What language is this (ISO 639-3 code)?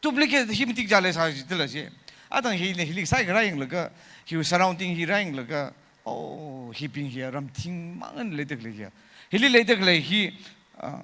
nmf